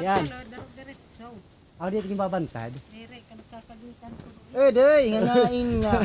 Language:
Waray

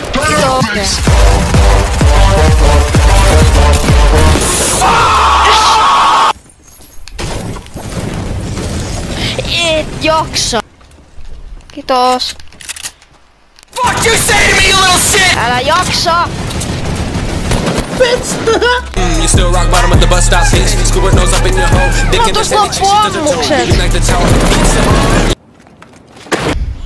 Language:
Finnish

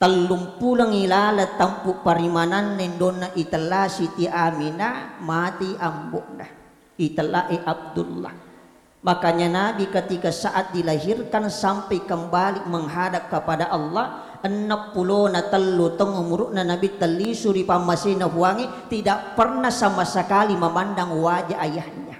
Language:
Buginese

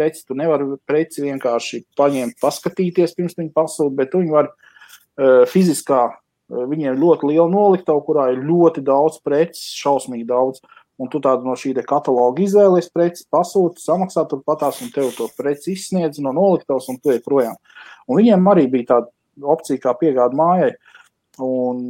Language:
Latvian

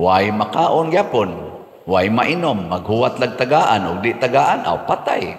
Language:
Cebuano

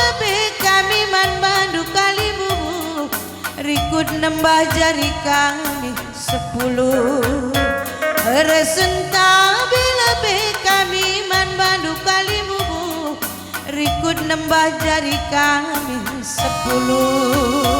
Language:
Batak Karo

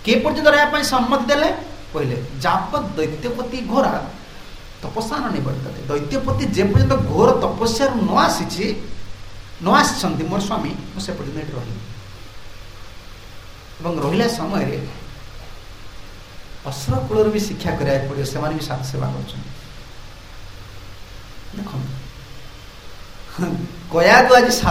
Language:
Odia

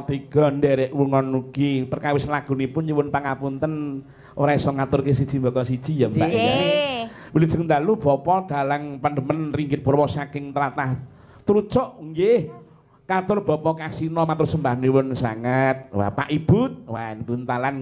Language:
Javanese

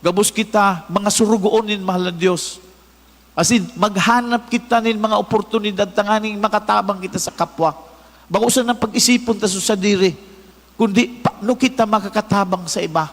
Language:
Bikol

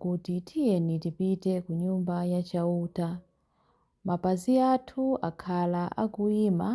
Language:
Nyanja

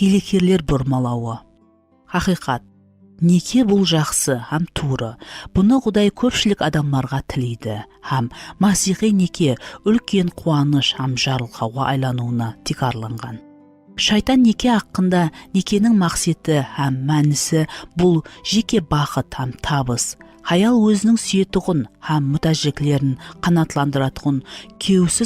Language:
Kara-Kalpak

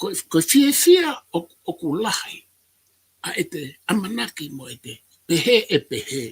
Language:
Tongan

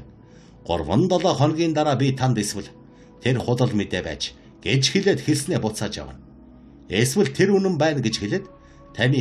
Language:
Mongolian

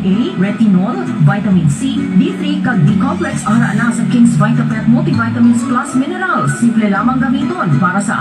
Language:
Hiligaynon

